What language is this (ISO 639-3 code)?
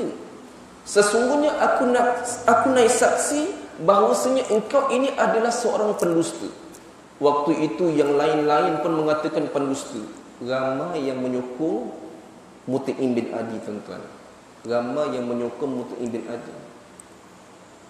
msa